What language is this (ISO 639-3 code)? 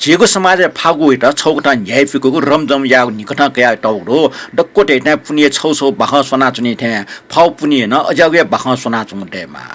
new